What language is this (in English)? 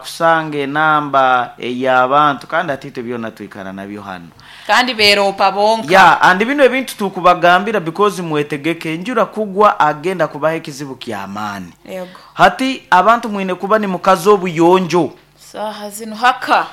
Nyankole